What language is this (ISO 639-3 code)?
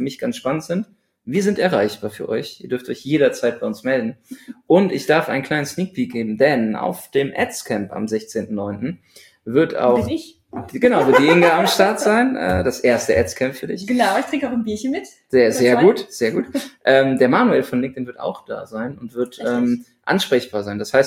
deu